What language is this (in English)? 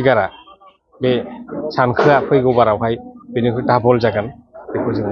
Bodo